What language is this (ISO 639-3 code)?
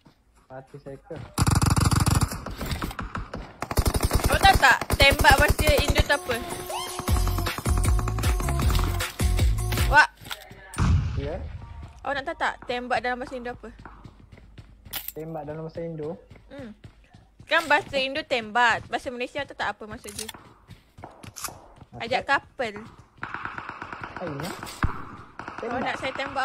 msa